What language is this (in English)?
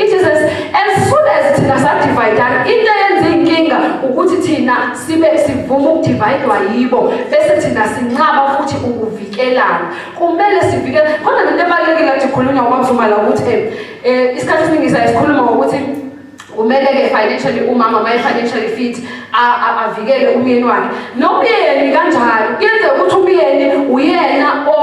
Zulu